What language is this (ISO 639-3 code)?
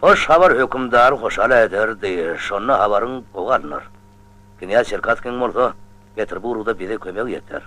tuk